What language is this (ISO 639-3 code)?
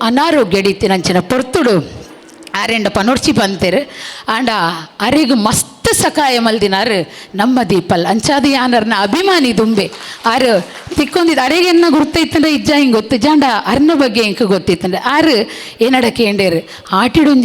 tcy